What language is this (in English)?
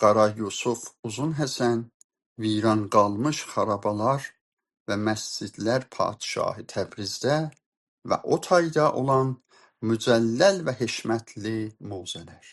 South Azerbaijani